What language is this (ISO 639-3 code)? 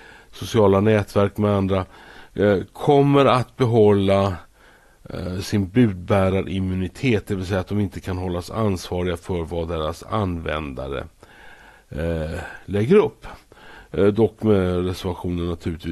swe